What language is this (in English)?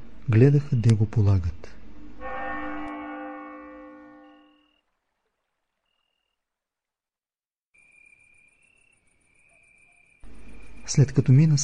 Bulgarian